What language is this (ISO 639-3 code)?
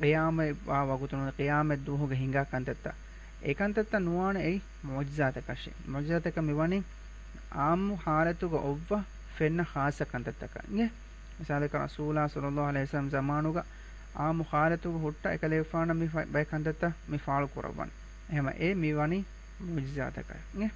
div